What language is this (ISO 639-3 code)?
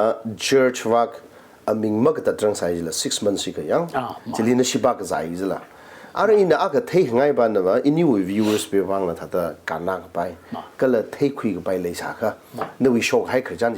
nmf